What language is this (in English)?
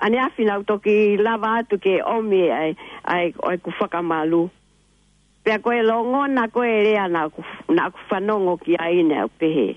Tongan